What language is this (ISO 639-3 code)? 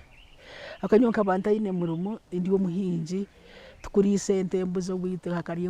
nyn